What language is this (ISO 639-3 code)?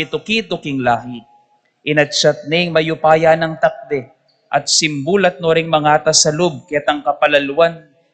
pam